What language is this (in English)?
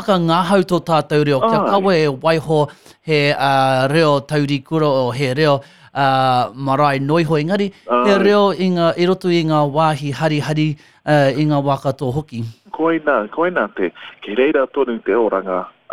Māori